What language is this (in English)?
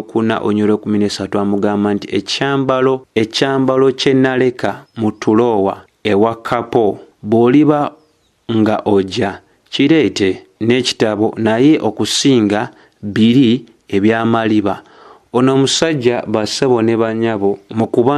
Ganda